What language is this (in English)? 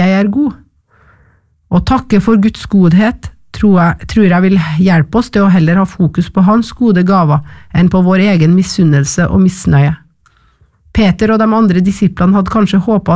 Norwegian